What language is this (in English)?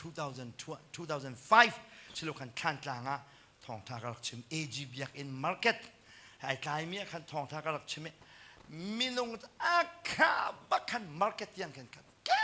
Hakha Chin